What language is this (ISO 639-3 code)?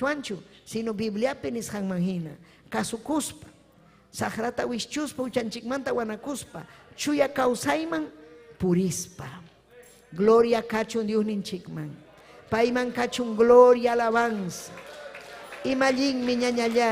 quy